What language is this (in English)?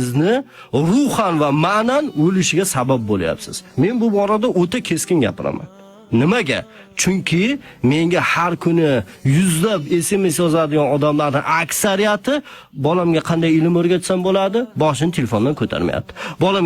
Uzbek